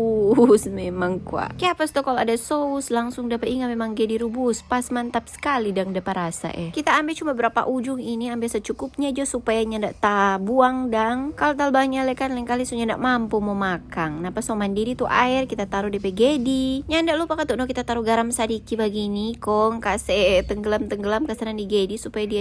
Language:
Manado Malay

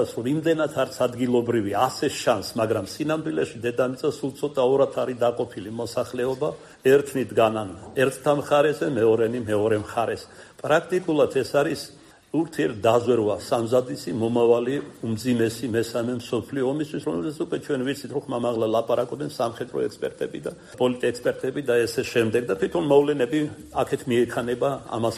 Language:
Georgian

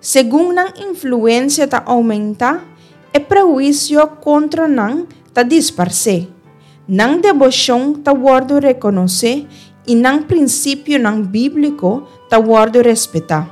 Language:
Papiamento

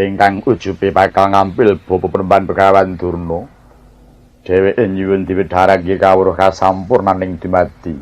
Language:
Javanese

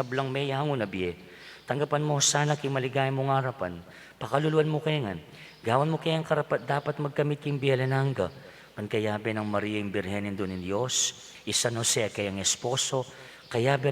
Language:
Pampanga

